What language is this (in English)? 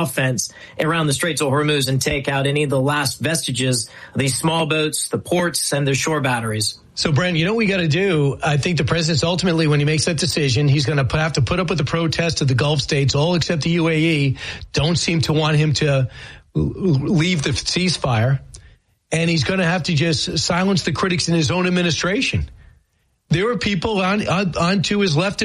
English